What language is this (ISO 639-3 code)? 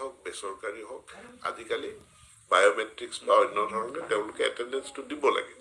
asm